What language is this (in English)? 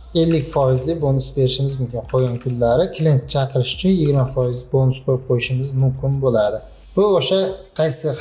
Uzbek